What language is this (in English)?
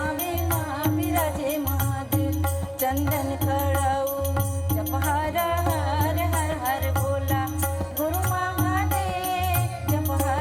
Chhattisgarhi